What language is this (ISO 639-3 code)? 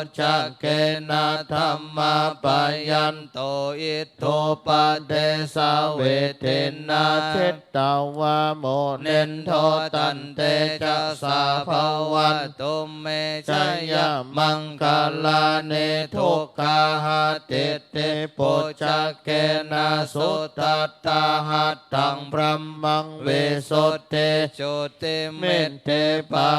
pli